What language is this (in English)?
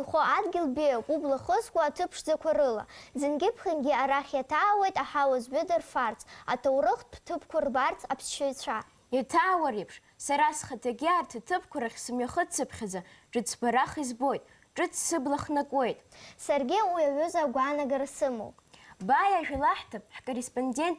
Abkhazian